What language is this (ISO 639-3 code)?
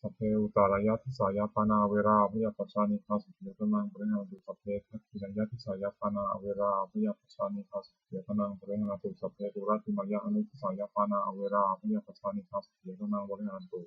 pli